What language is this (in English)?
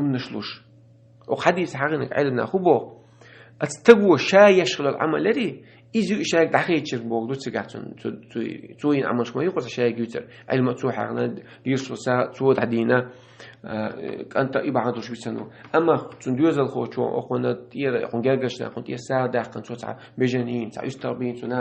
Chechen